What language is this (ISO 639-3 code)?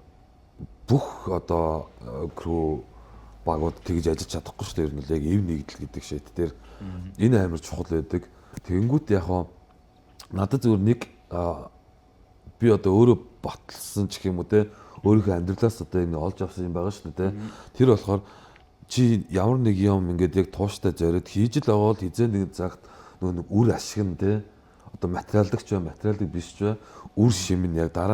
mon